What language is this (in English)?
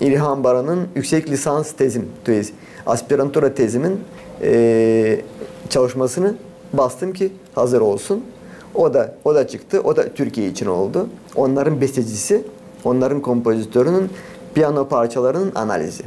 Gagauz